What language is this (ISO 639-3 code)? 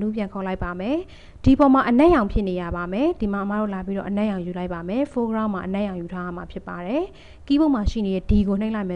mya